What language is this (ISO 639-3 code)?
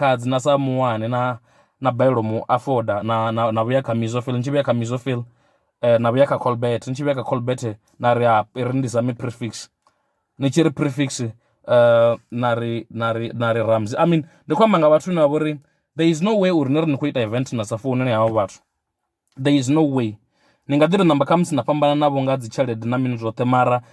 ven